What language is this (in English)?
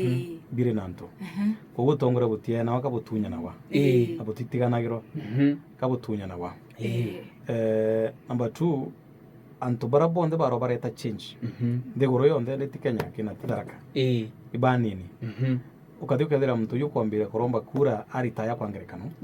Meru